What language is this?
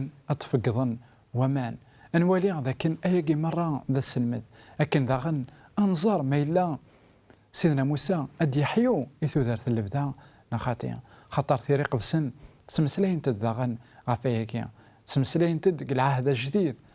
Kabyle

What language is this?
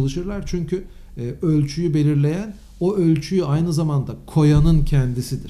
Turkish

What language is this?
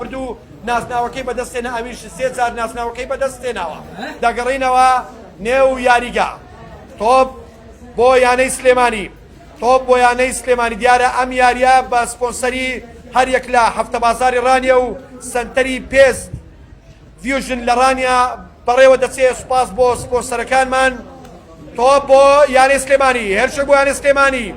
Central Kurdish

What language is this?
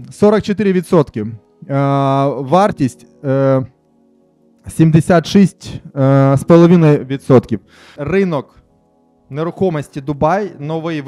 Ukrainian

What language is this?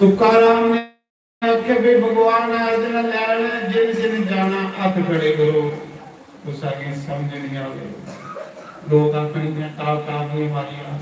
Dogri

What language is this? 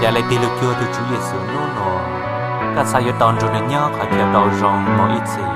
Hmong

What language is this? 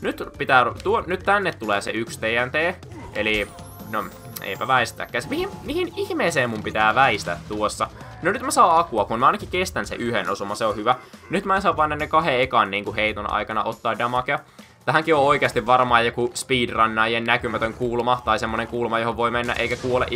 Finnish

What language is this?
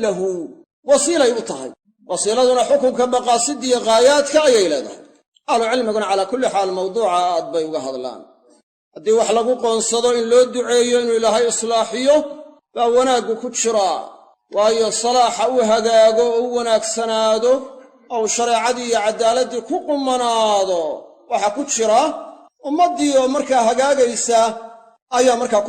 Somali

